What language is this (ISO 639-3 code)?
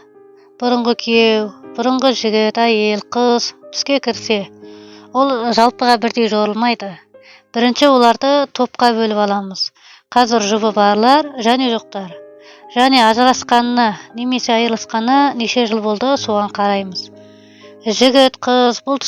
kaz